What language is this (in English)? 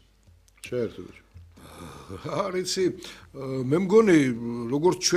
Georgian